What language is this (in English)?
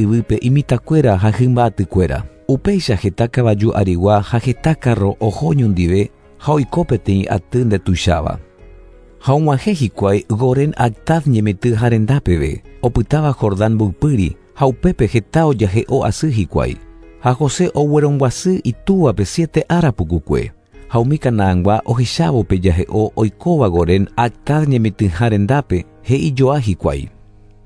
Guarani